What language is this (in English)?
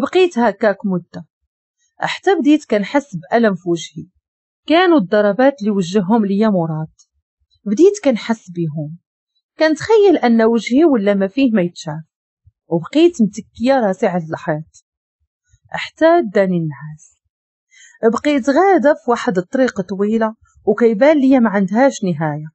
Moroccan Arabic